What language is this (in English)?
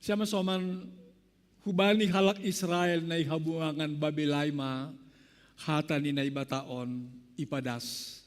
Batak Simalungun